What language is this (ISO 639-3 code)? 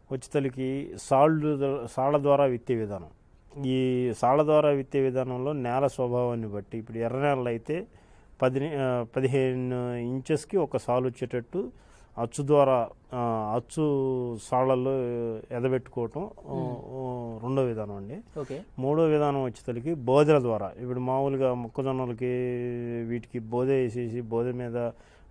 tel